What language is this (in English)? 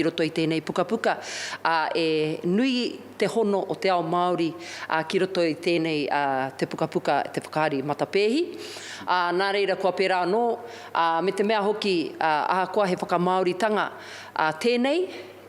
Māori